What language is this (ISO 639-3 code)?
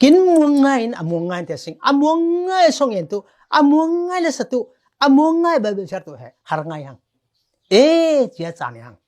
cfm